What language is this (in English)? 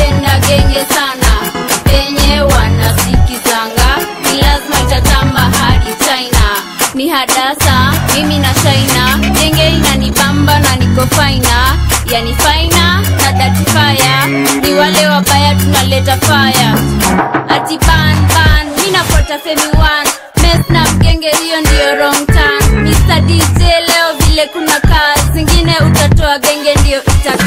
Swahili